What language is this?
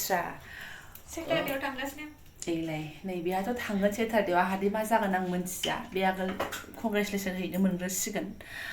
Bodo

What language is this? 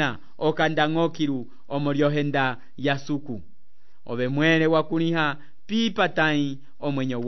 Umbundu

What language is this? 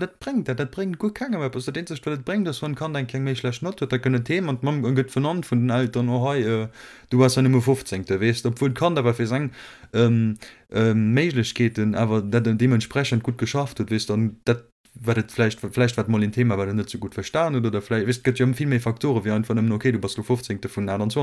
Luxembourgish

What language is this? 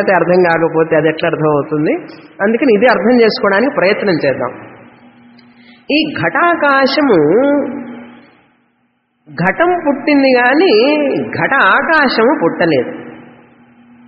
Telugu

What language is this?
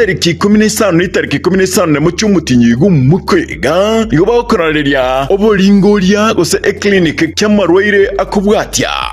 Gusii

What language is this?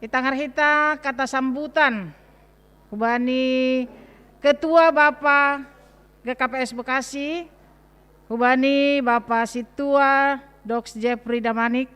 Batak Simalungun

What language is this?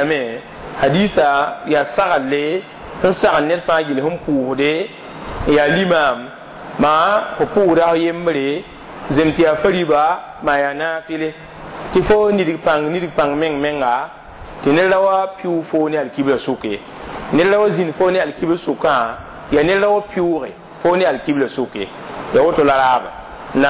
Mossi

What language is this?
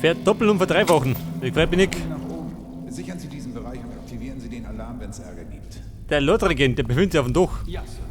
Bavarian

